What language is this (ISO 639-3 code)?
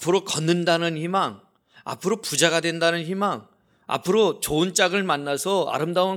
kor